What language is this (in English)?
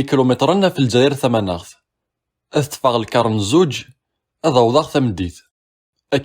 Kabyle